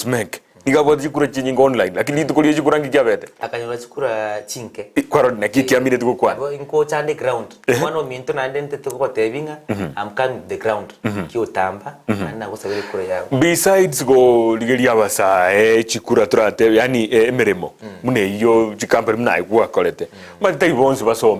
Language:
Gusii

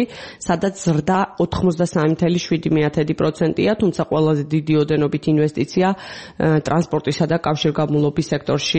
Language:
Georgian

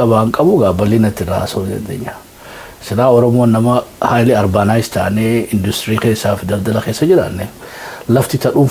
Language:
Oromo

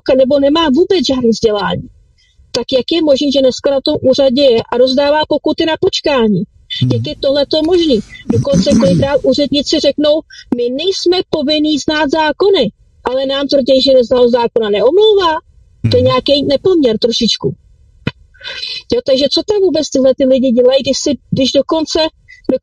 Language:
Czech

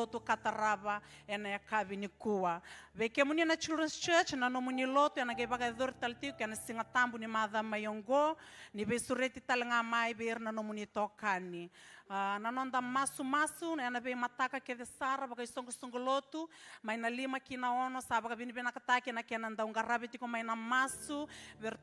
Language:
Fijian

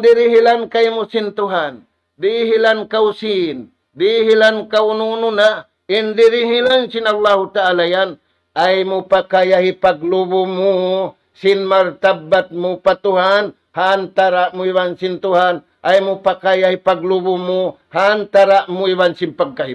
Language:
Tausug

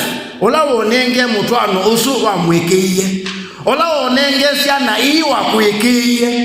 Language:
Kamba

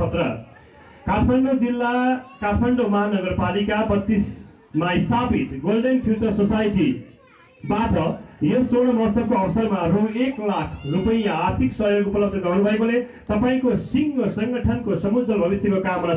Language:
Nepali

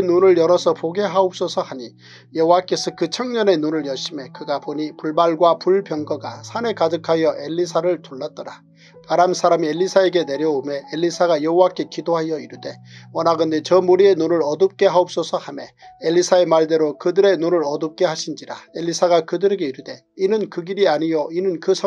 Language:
Korean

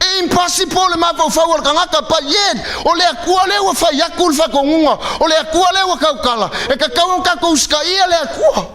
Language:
Samoan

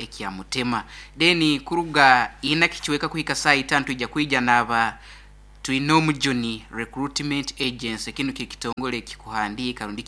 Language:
Nyoro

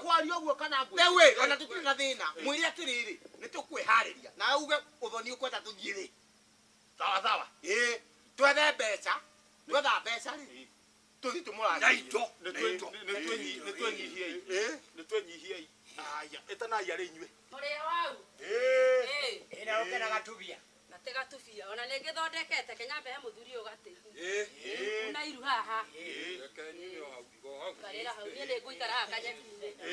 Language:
Kikuyu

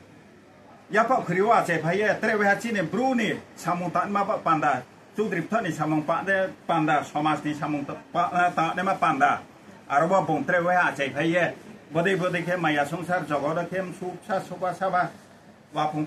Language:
Riang (India)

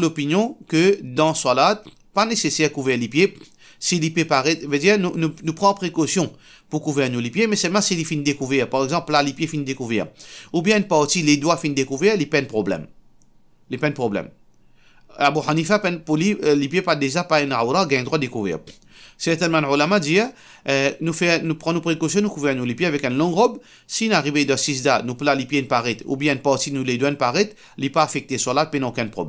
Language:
Morisyen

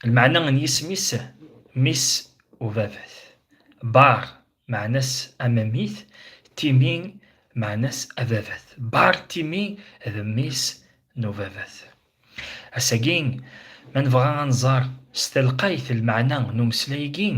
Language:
Kabyle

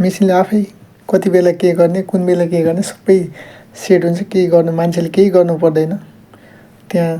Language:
Nepali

